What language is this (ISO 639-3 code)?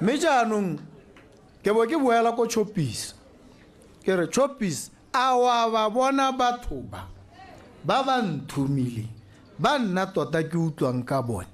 tsn